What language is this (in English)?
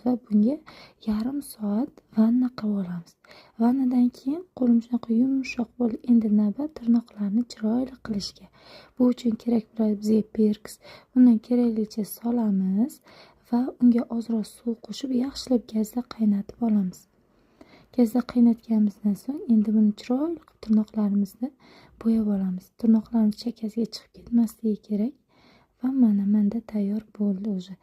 Uzbek